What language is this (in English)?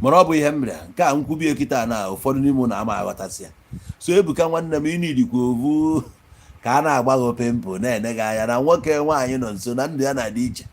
Igbo